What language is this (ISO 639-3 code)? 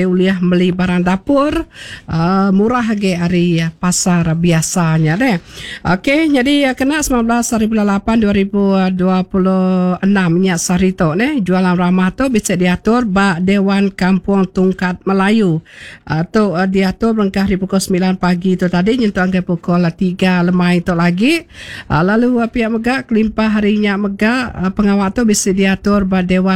iba